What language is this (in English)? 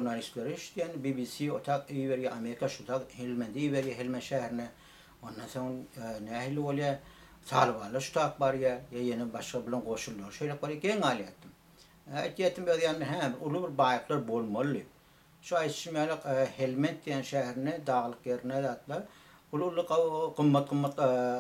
Turkmen